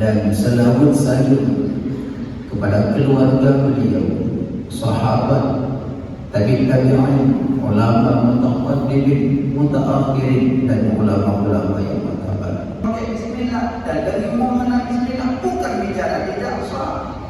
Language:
Achinese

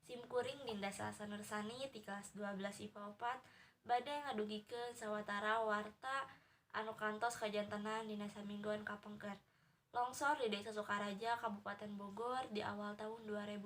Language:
Sundanese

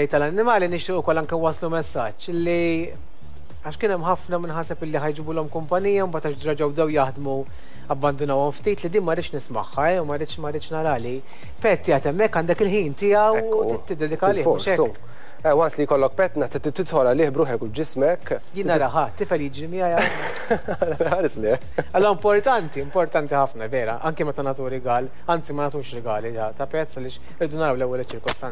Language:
Maltese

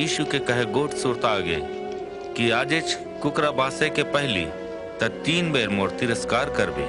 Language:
Chhattisgarhi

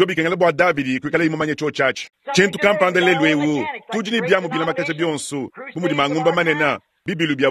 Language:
Luba-Lulua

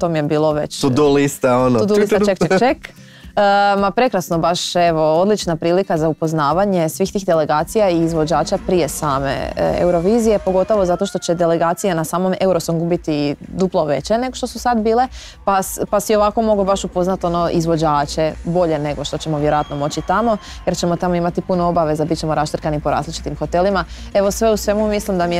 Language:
Croatian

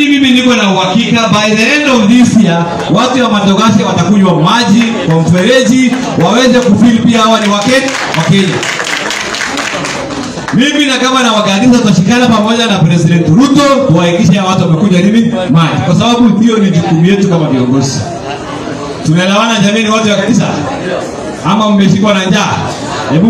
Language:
Swahili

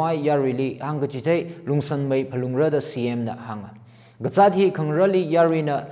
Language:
Tangkhul Naga (India)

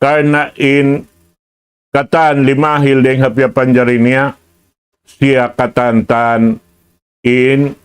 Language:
Tausug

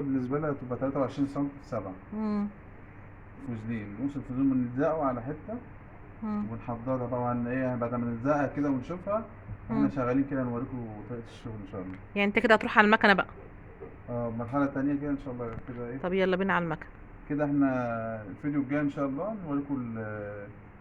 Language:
Egyptian Arabic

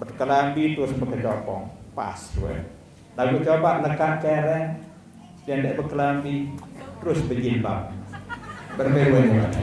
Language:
Sasak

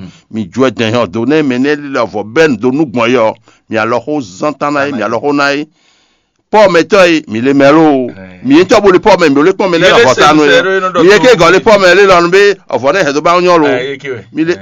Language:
Fon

